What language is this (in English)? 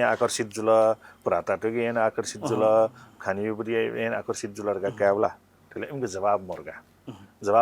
Newari